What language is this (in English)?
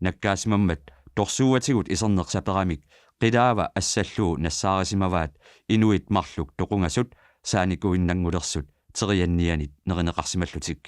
Kalaallisut